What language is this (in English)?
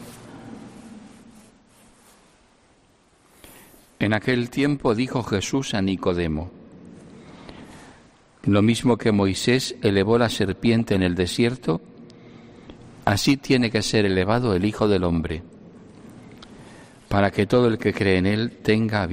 Spanish